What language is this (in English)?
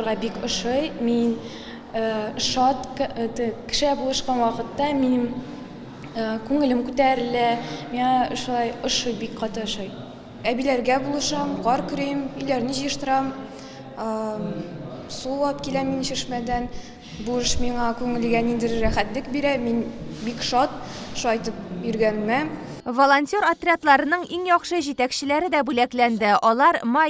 Tatar